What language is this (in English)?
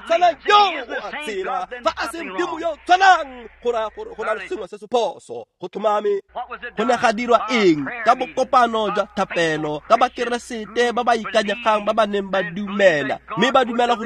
Tswana